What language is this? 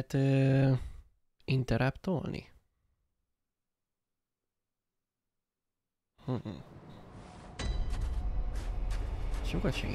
Hungarian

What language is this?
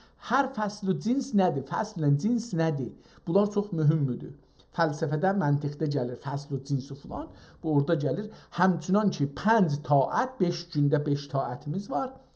South Azerbaijani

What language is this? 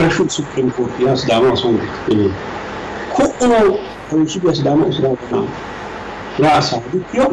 Sidamo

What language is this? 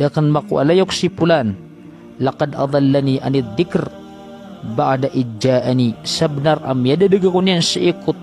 Maranao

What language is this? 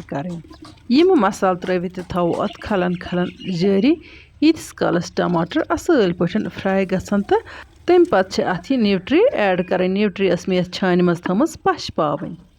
Kashmiri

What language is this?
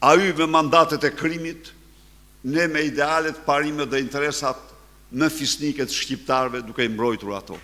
Albanian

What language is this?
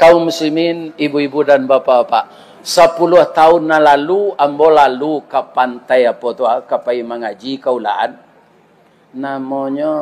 Minangkabau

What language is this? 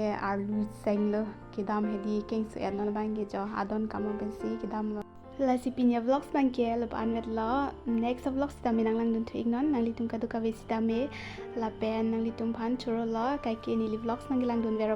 Karbi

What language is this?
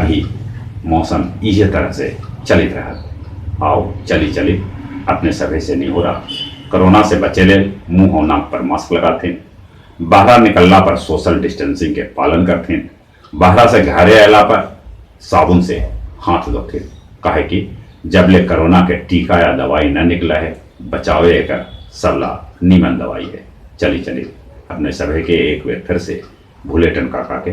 Magahi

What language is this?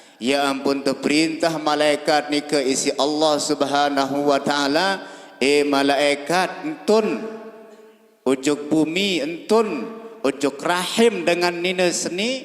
Sasak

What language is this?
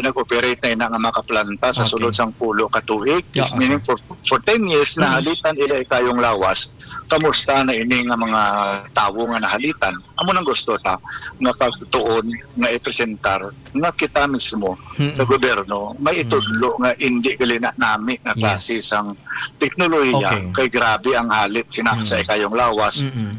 Hiligaynon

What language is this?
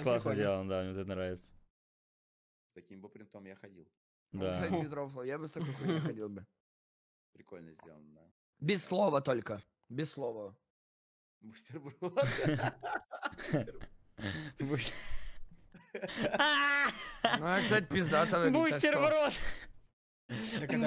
Russian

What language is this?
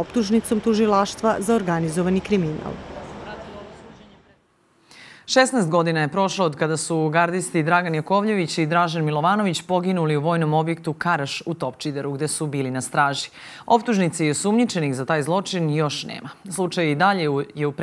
Serbian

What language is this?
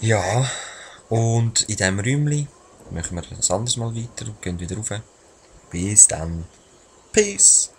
Swiss German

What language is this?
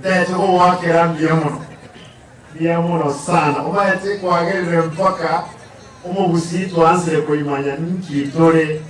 Gusii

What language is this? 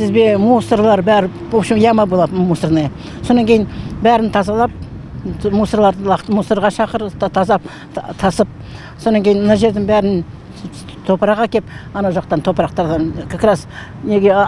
Kazakh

